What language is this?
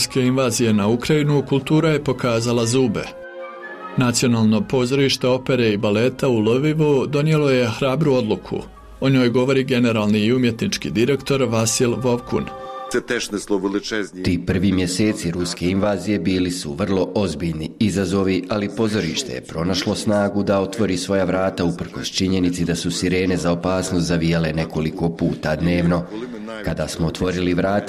Bosnian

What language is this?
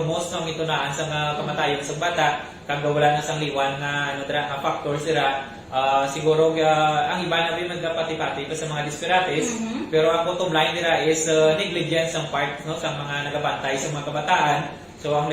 Hiligaynon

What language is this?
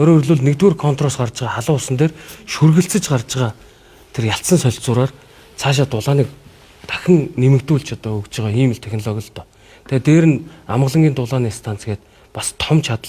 Mongolian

